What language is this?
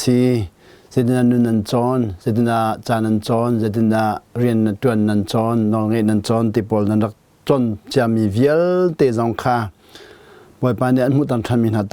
Hakha Chin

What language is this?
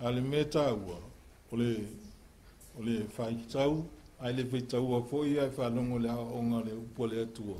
Samoan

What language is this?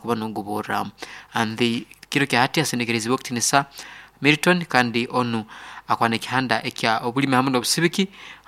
Nyoro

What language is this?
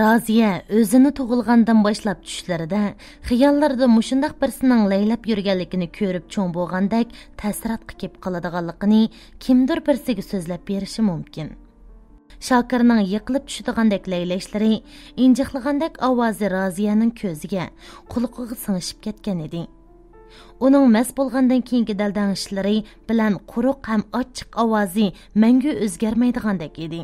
Uyghur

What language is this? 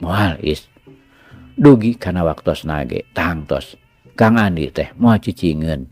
Sundanese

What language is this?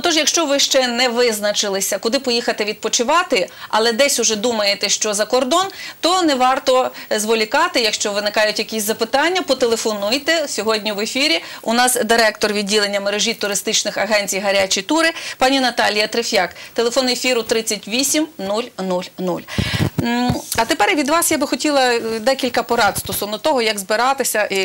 Ukrainian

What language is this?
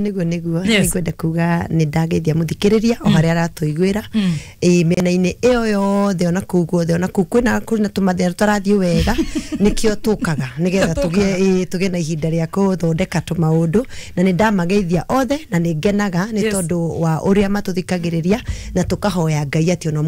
Kikuyu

